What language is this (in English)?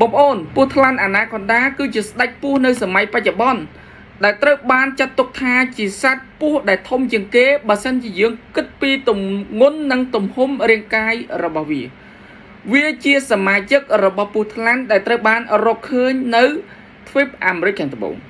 Khmer